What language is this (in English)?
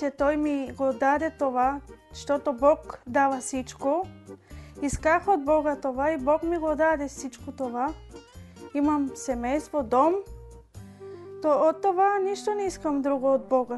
Bulgarian